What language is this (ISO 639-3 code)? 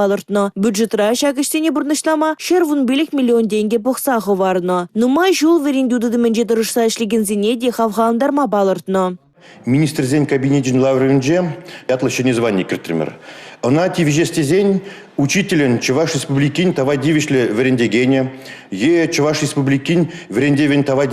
chv